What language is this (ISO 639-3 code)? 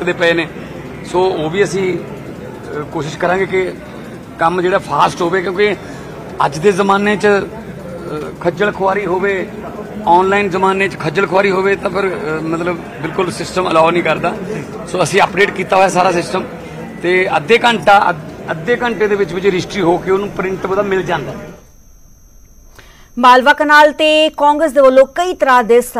pan